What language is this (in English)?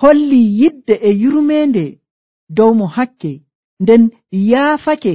Nigerian Fulfulde